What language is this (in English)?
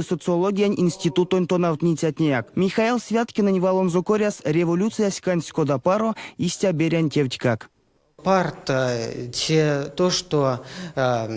Erzya